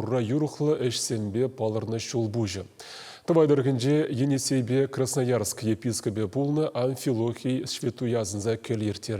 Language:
Chuvash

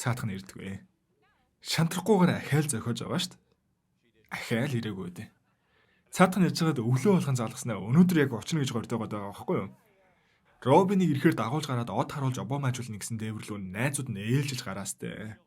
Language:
Mongolian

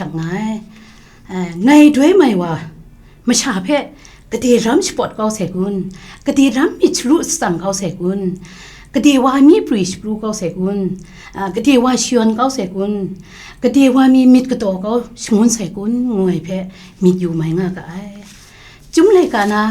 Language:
Kachin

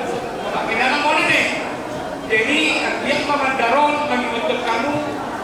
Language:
Batak Simalungun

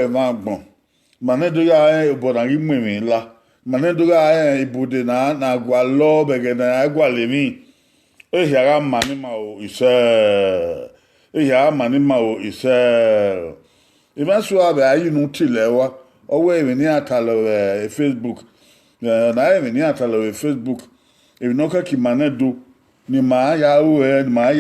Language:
Bini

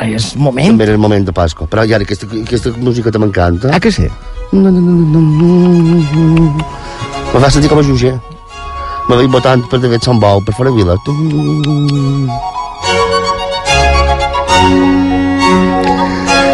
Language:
Catalan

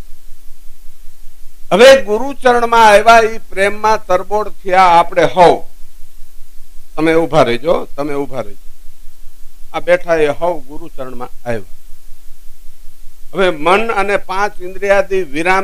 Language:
Gujarati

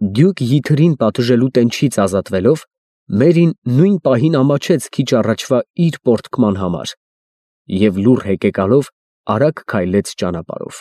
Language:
Armenian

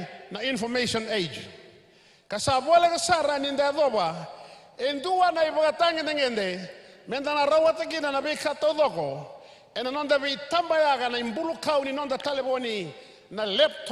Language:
Fijian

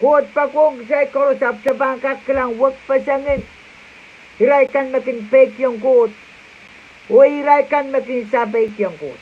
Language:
Pohnpeian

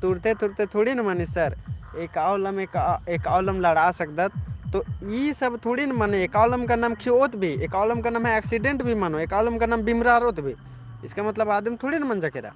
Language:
Kurukh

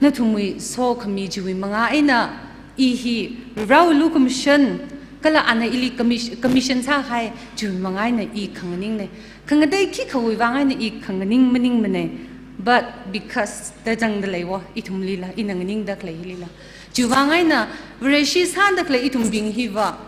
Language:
Tangkhul Naga (India)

